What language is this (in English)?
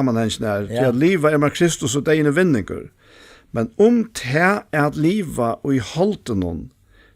Faroese